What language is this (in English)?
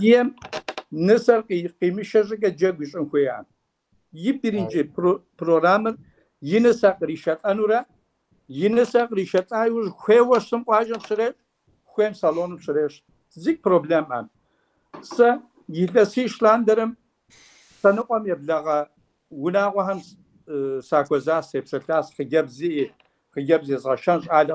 Kabardian